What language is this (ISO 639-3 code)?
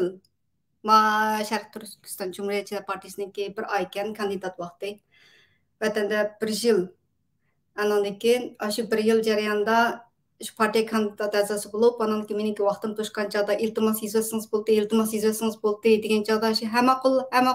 uig